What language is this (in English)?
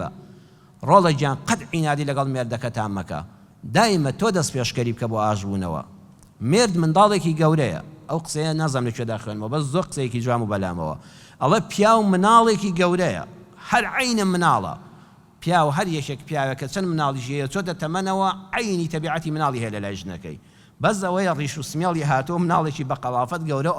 Central Kurdish